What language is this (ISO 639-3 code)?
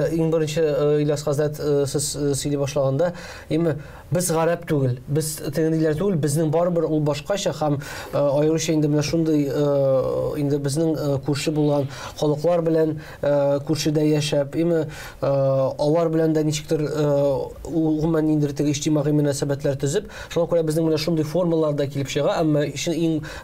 tat